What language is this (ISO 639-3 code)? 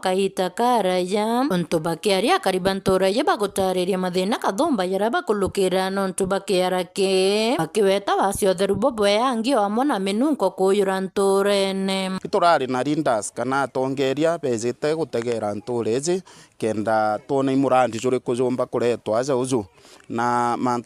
mer